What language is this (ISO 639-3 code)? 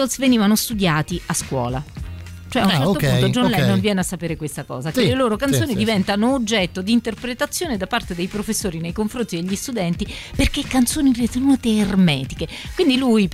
ita